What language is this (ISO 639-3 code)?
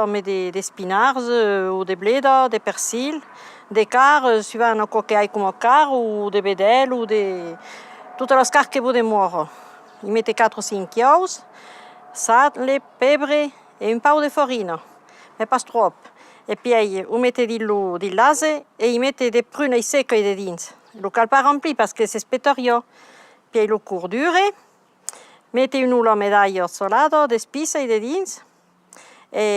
oci